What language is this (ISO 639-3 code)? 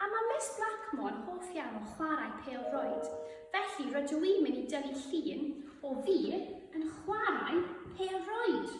cym